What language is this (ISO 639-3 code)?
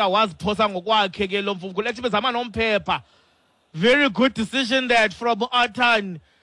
xho